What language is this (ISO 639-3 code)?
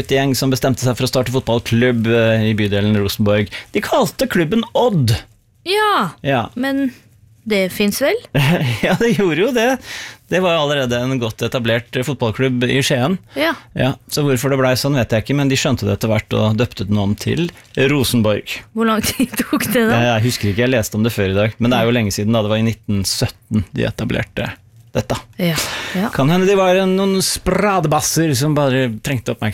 nor